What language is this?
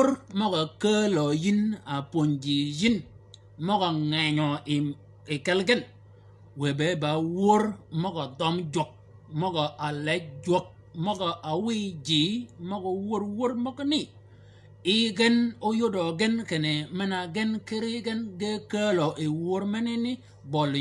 Shilluk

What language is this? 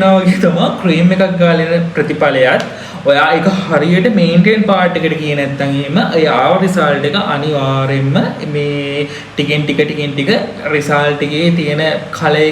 Sinhala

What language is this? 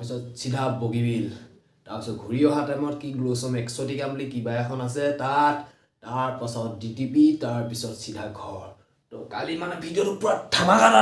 Assamese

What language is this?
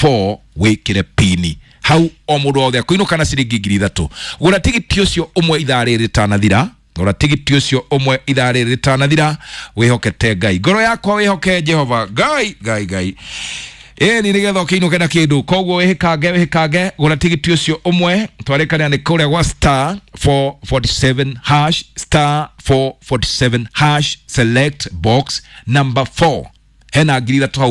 Kikuyu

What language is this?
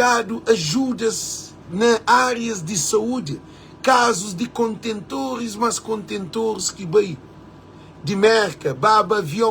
Kabuverdianu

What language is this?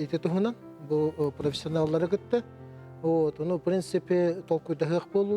Yakut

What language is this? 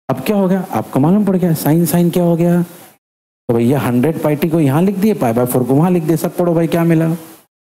Hindi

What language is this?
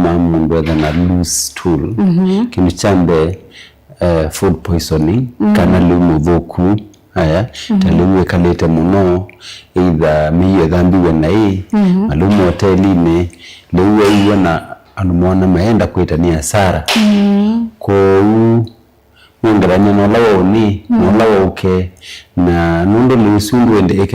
Kamba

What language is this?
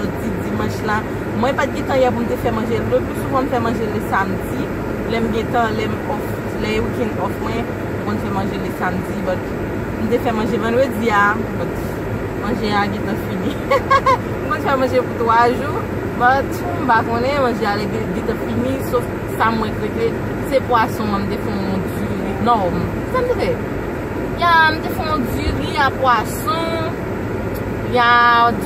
Haitian Creole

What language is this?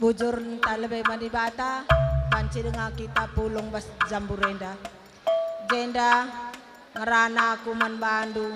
Batak Karo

